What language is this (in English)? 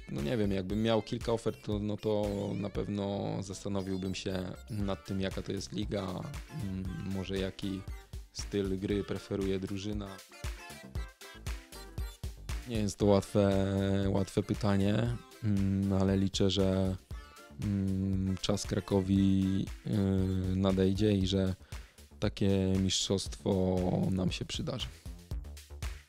Polish